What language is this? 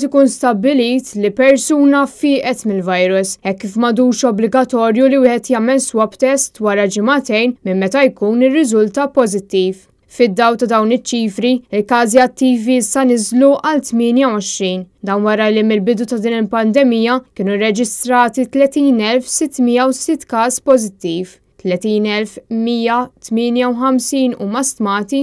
Maltese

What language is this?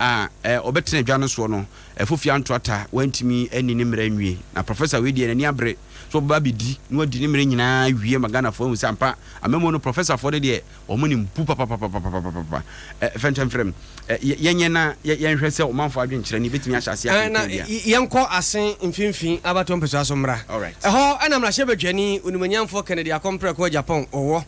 Akan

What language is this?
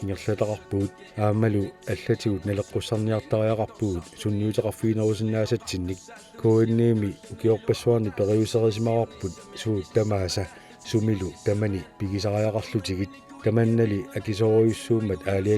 Kalaallisut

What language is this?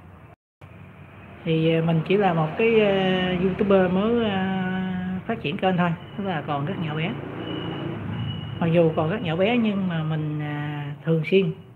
Vietnamese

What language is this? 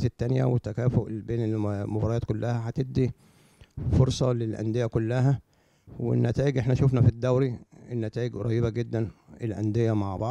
Egyptian Arabic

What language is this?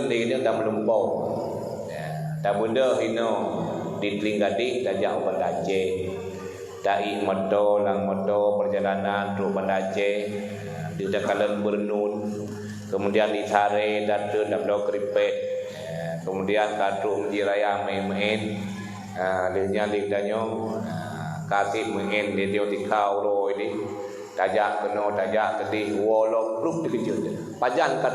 Achinese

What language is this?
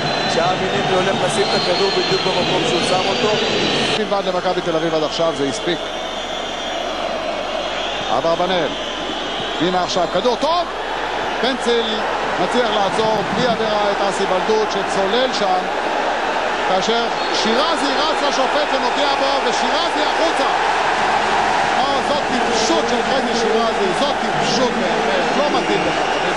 Hebrew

